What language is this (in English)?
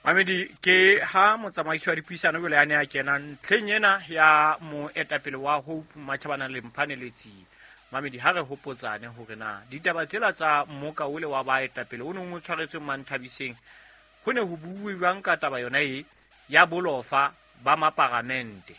Southern Sotho